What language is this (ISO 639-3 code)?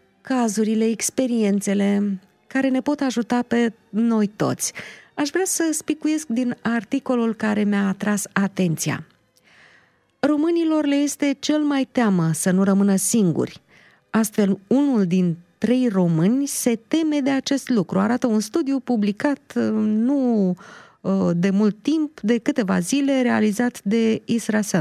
ron